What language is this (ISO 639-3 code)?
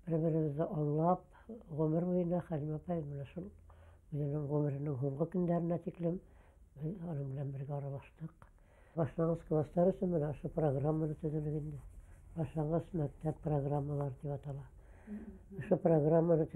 bak